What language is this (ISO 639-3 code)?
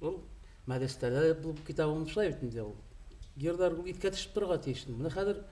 bak